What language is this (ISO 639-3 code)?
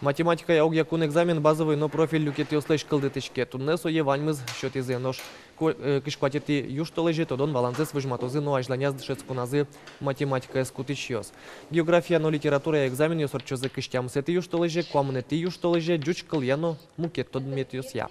udm